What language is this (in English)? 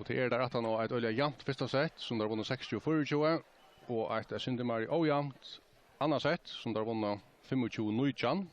Faroese